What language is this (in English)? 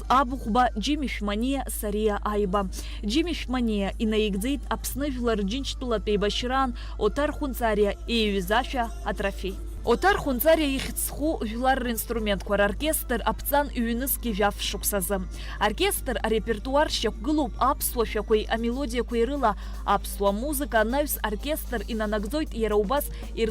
Abkhazian